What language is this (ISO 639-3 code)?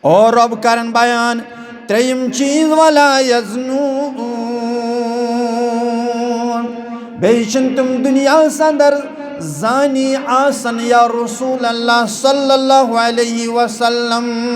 kas